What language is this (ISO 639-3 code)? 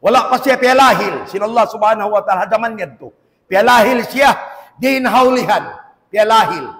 tsg